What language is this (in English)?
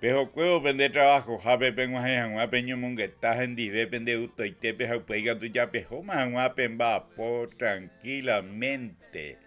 Guarani